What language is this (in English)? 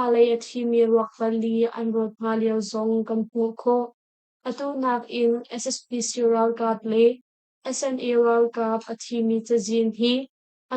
Hakha Chin